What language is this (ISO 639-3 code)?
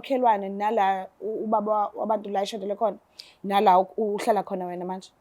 zul